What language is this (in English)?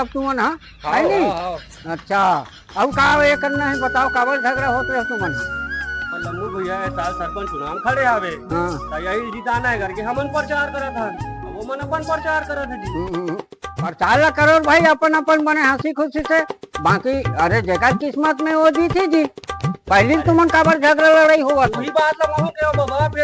Chhattisgarhi